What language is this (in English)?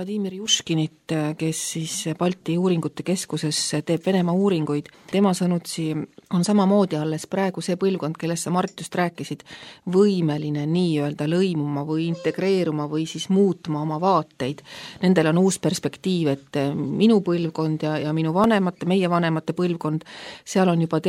Estonian